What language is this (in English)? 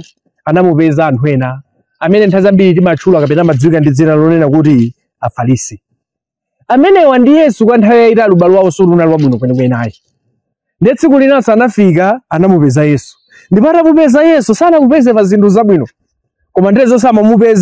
Nyanja